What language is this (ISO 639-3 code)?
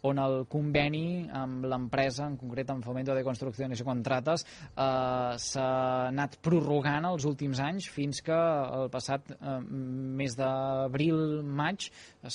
cat